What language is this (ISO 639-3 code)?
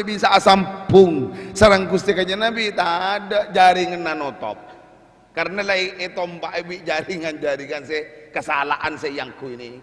mad